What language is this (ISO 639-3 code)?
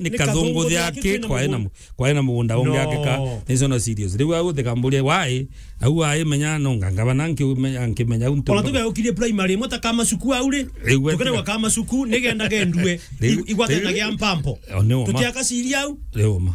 mer